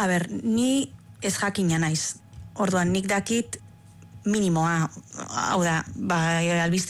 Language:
Basque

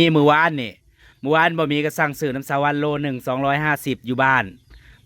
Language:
Northeastern Thai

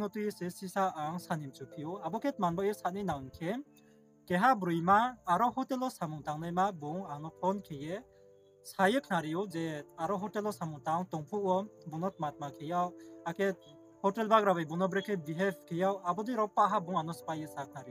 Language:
Riang (India)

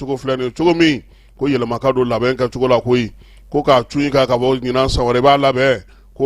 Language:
Bambara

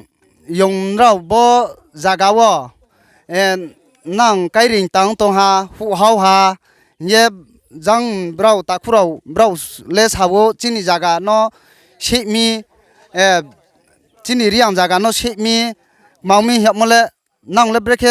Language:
Riang (India)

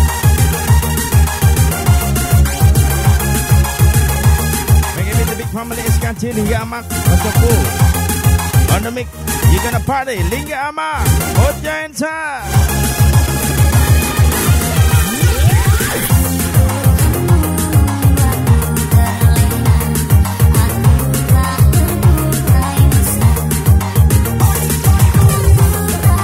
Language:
Indonesian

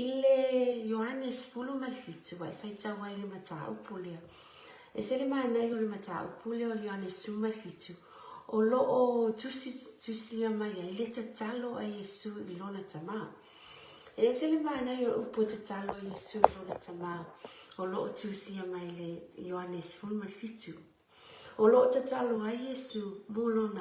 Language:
Samoan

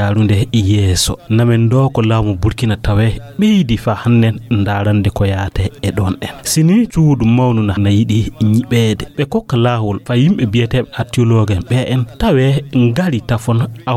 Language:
Fula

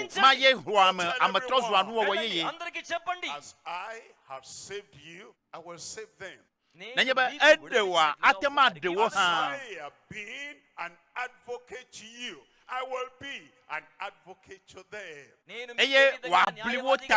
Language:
Ewe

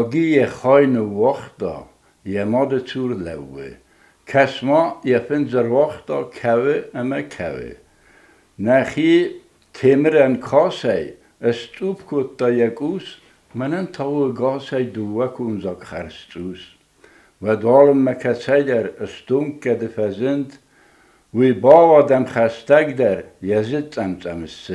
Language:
Ossetic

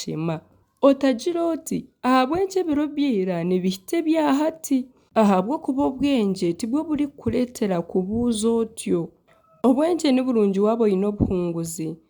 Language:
Nyankole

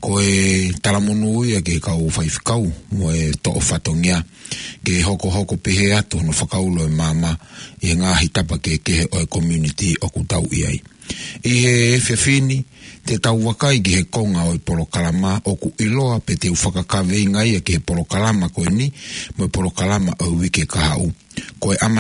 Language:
Tongan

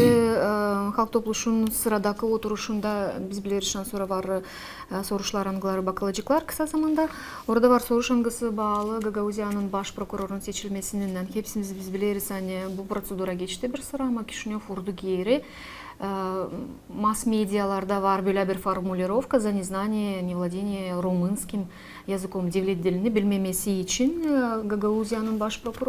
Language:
Gagauz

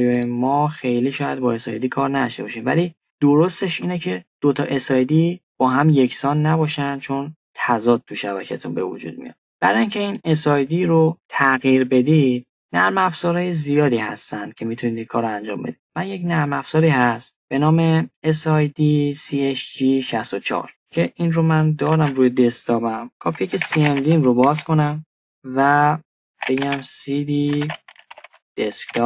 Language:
Persian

